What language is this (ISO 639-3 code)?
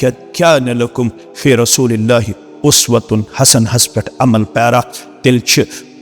kas